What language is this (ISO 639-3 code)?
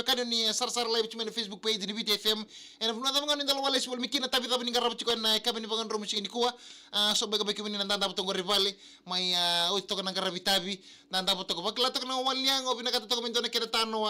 fij